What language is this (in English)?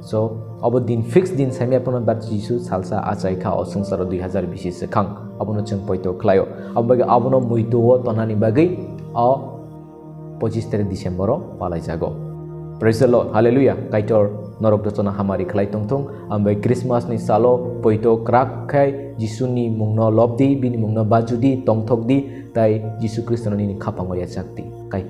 Kok Borok